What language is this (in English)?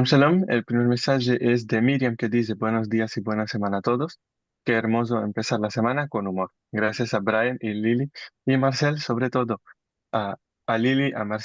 Ladino